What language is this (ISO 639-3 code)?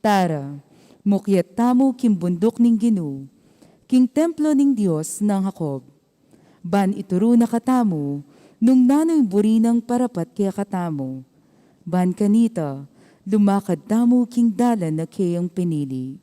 pam